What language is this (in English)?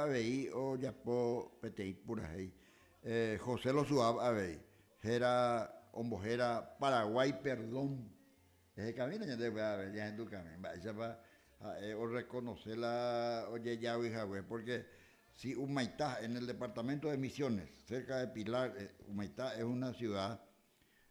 Guarani